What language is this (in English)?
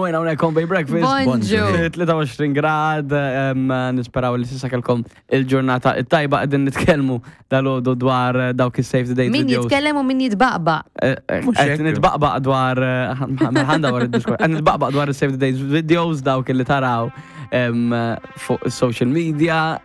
Maltese